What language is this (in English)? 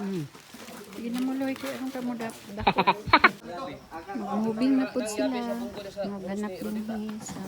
Cebuano